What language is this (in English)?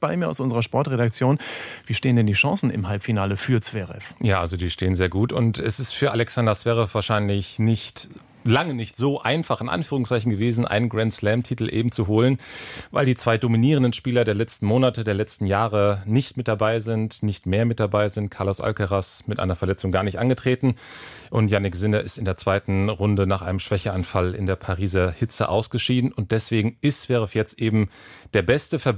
German